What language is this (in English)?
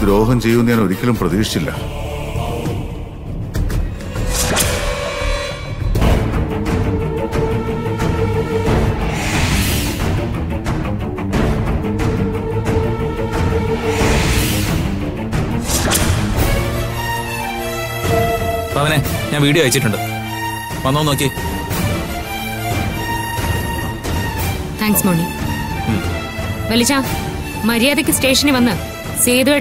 Malayalam